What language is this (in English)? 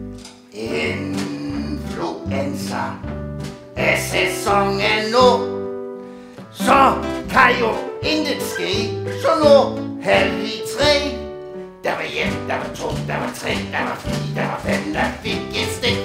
Danish